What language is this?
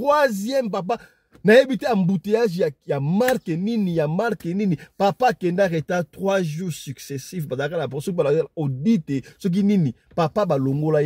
Lingala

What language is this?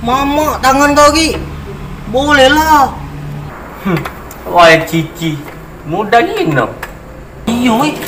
Musi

